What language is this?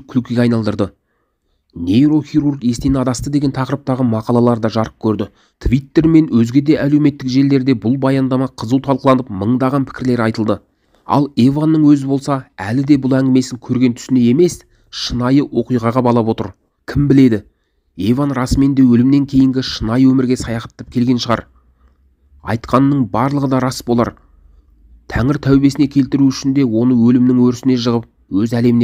Kazakh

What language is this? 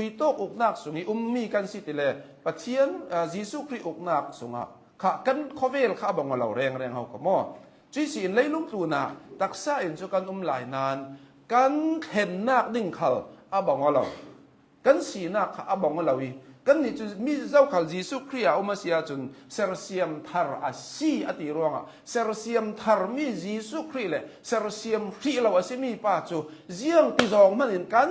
Hakha Chin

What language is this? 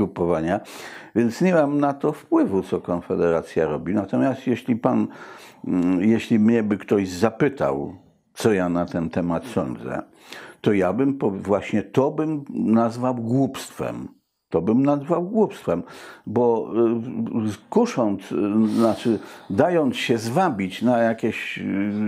Polish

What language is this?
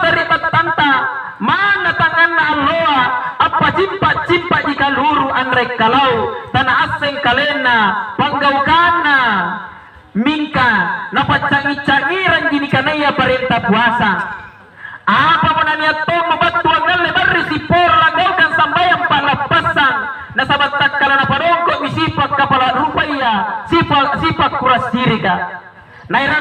Makasar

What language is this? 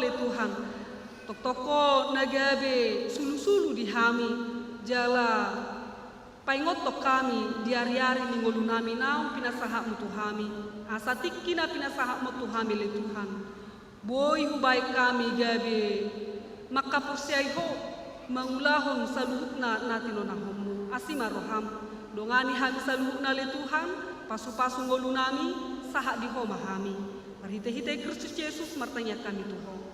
Batak Toba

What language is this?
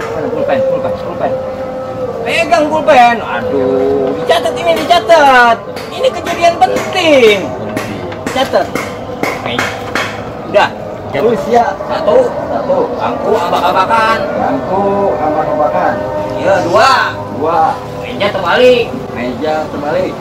Betawi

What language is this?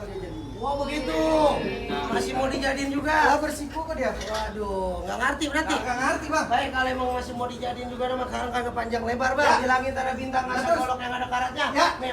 Betawi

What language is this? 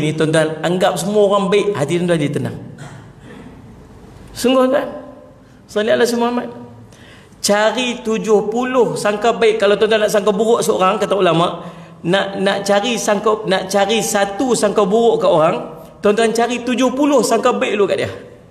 Malay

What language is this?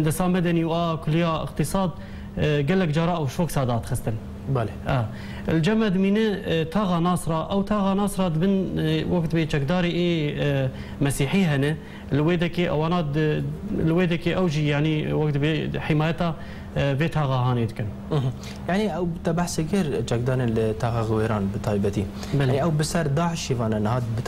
Kurdish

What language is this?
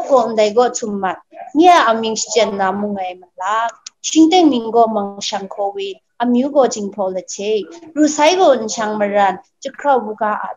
Kachin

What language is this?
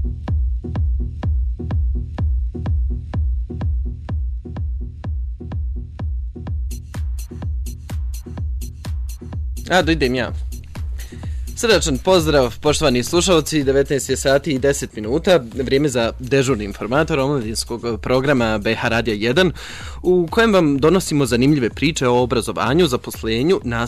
Bosnian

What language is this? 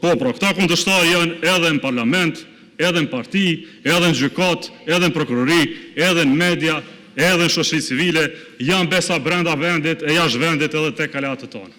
Albanian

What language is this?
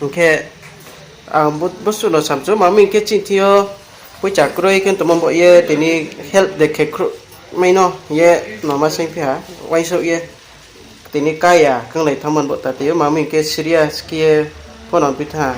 Riang (India)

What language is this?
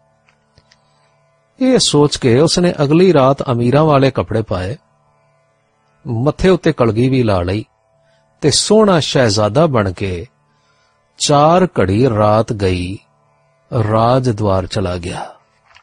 Punjabi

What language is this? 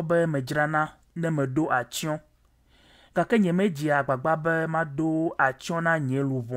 Ewe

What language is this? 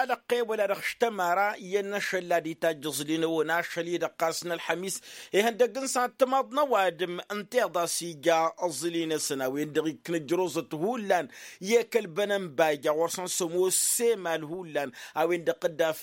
Tamasheq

